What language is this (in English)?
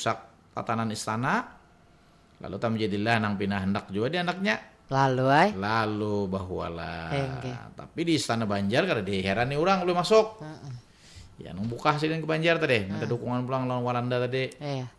Banjar